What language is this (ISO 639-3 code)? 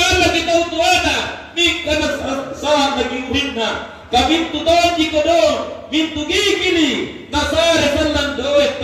mak